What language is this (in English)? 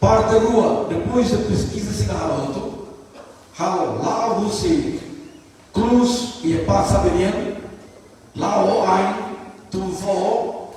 Tetum